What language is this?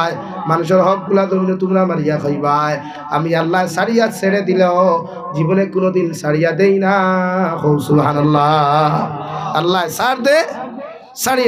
Sylheti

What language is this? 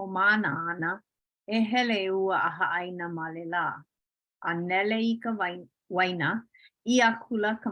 Hawaiian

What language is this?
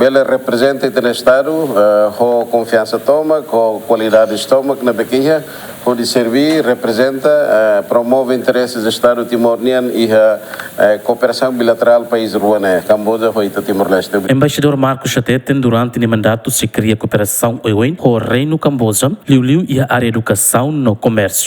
Tetum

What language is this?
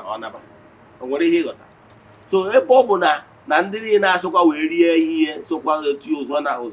Igbo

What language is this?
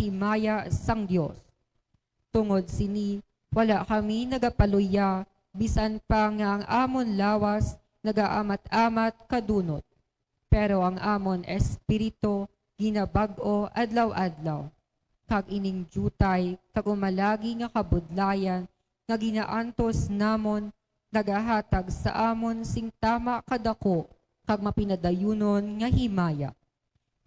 Hiligaynon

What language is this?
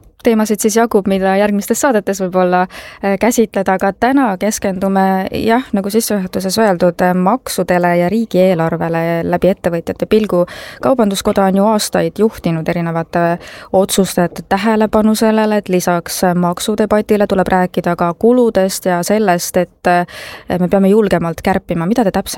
Estonian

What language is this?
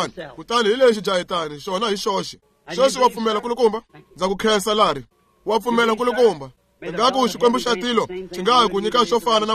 Tsonga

